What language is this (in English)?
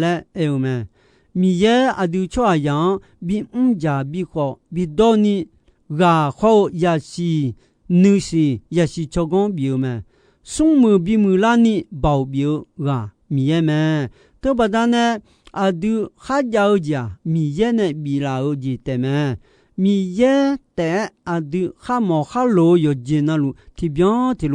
Akha